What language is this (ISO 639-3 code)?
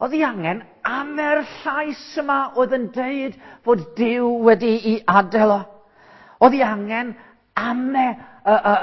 cym